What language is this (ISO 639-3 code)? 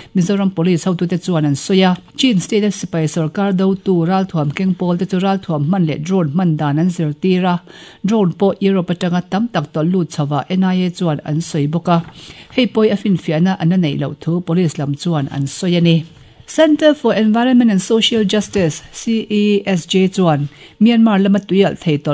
lus